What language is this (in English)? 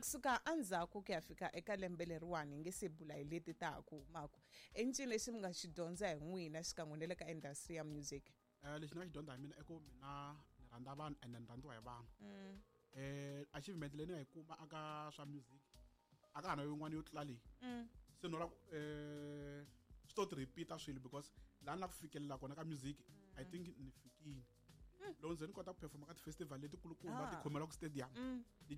Tsonga